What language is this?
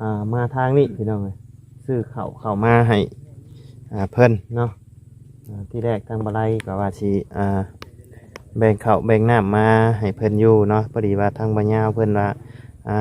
Lao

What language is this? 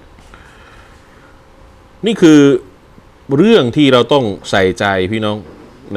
Thai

